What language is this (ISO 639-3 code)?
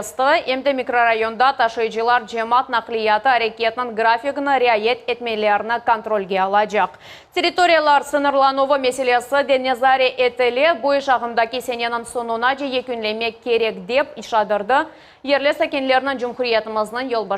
crh